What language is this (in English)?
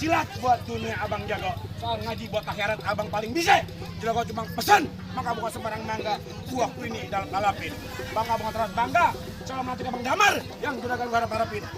Betawi